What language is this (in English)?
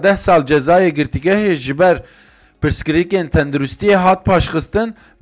Kurdish